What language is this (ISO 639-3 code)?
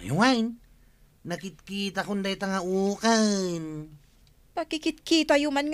ilo